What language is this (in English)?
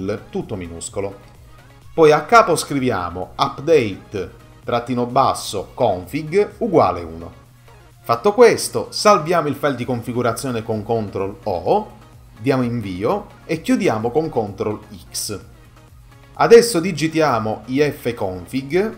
Italian